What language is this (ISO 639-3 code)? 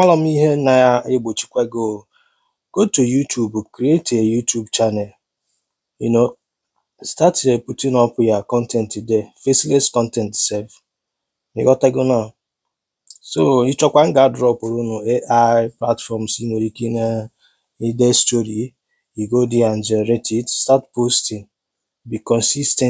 ibo